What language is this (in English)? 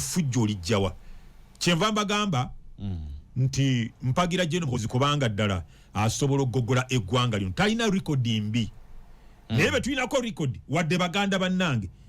Ganda